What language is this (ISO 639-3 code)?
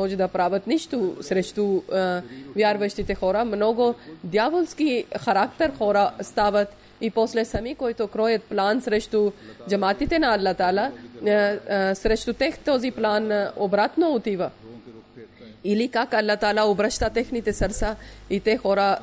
bul